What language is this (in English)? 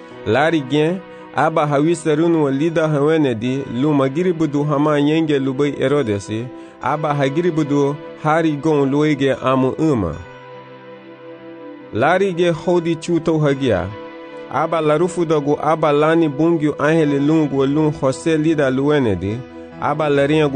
Garifuna